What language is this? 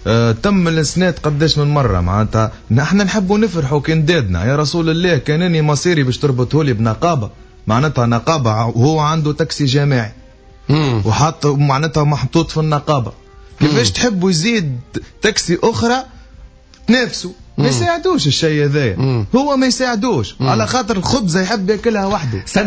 Tunisian Arabic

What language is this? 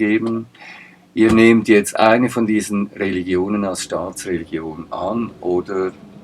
Swiss German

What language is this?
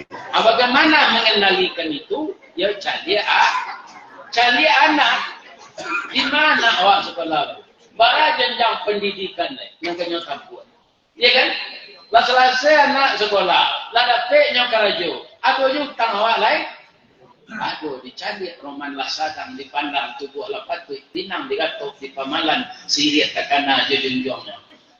Minangkabau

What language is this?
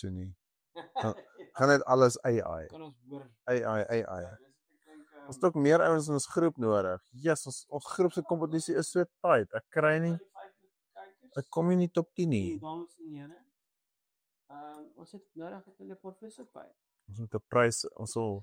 Afrikaans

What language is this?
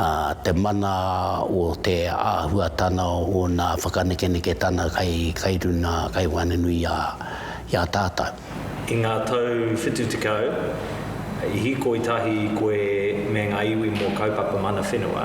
Māori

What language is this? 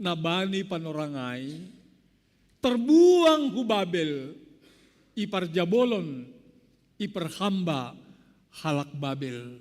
Batak Simalungun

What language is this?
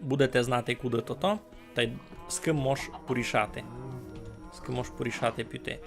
Rusyn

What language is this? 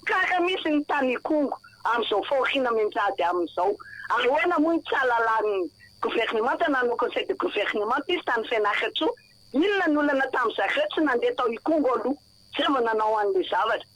Malagasy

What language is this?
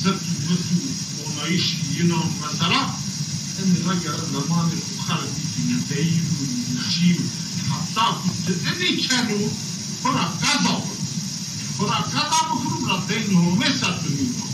Zaza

